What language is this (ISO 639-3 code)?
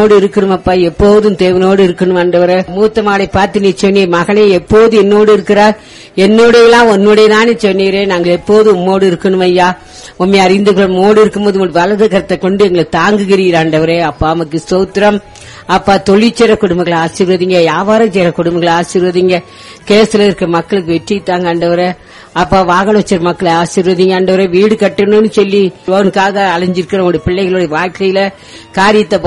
tam